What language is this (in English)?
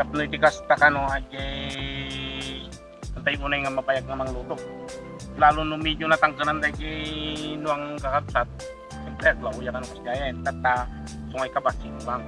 Iloko